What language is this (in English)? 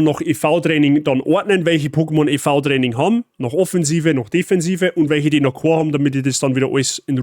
Bavarian